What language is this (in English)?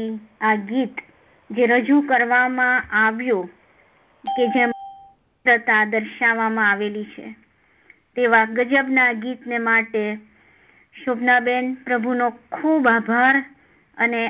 Gujarati